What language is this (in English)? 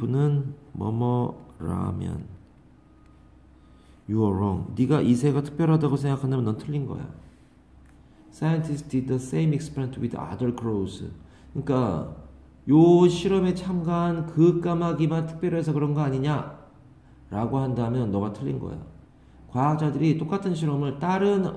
Korean